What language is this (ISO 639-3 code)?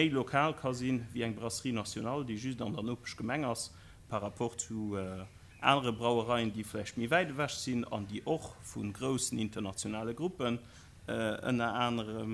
ltz